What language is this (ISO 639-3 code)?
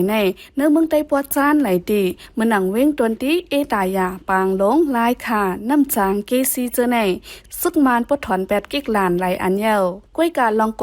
shn